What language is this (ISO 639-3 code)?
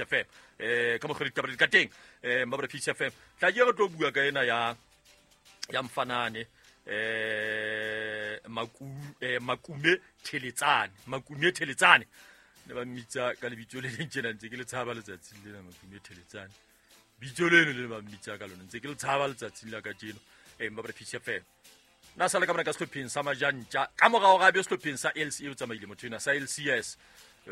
sot